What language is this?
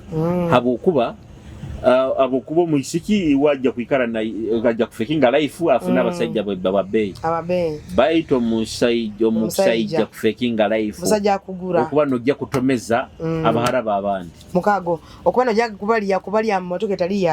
Nyoro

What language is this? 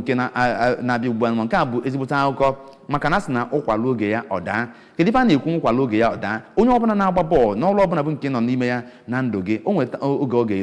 Igbo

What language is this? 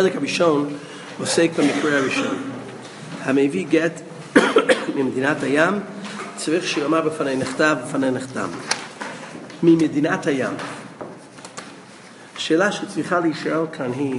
Hebrew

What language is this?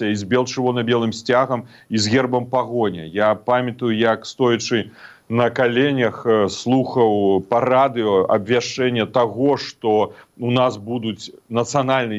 Belarusian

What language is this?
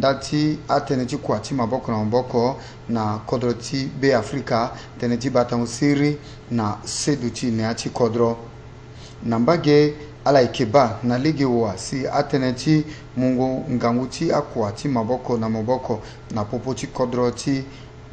Sango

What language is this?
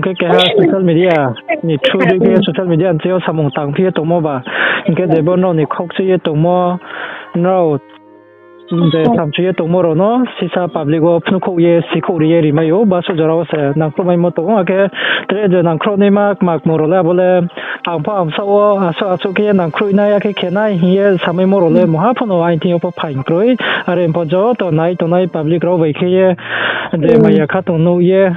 Riang (India)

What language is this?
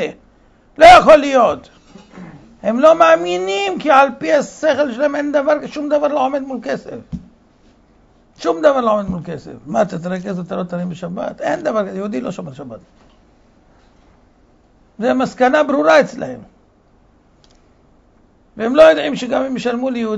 Hebrew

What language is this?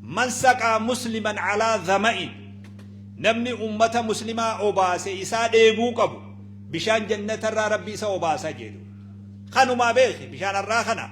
Oromo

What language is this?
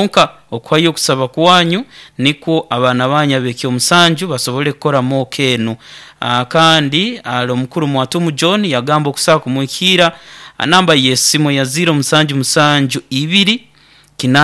Nyoro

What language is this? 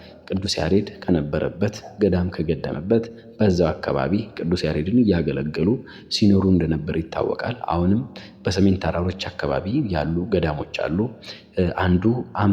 Amharic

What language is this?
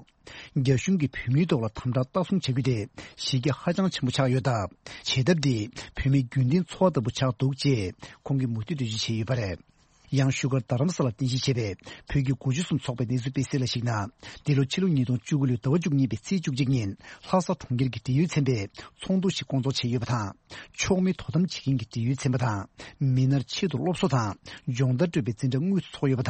Tibetan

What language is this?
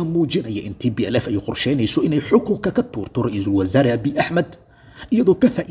Somali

